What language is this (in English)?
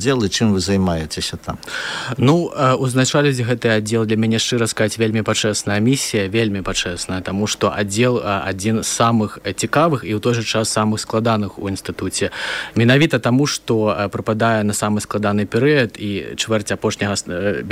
Belarusian